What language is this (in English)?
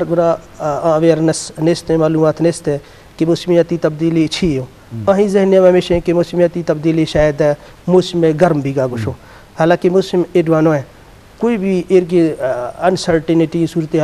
Eastern Balochi